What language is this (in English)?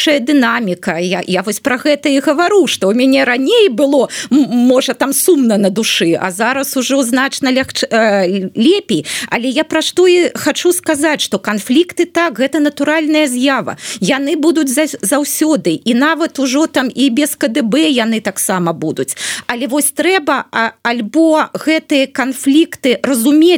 Belarusian